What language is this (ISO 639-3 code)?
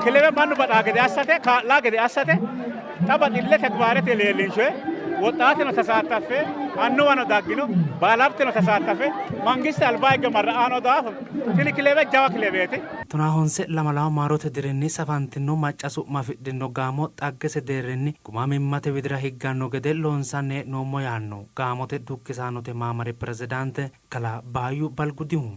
sid